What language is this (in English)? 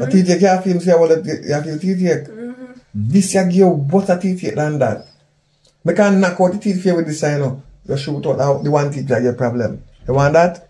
Jamaican Creole English